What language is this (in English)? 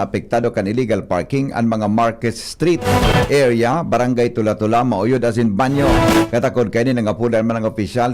Bikol